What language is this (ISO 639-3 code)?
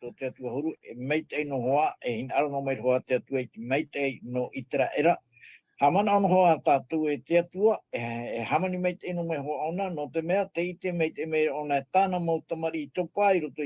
tah